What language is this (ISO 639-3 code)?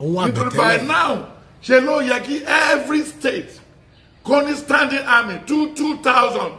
yor